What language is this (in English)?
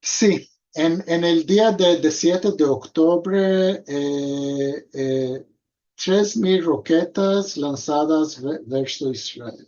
Ladino